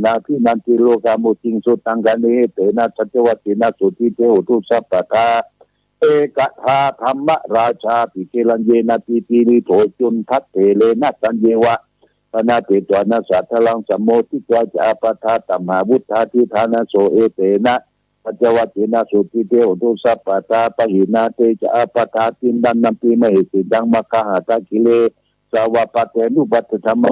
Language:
Pali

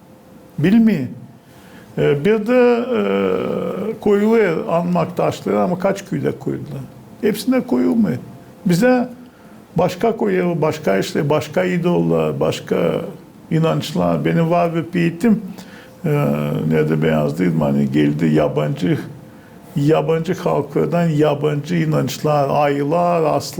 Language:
Gagauz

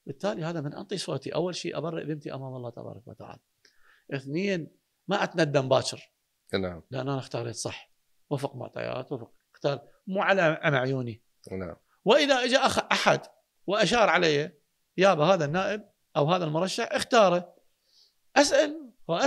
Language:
Mesopotamian Arabic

